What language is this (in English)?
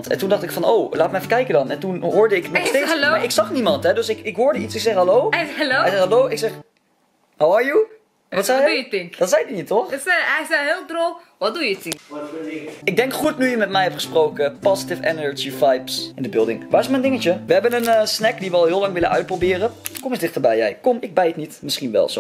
Dutch